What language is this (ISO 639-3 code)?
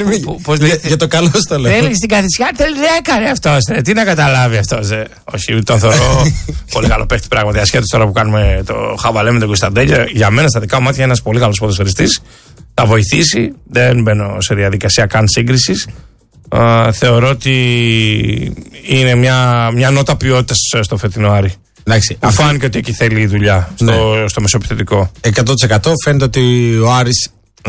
ell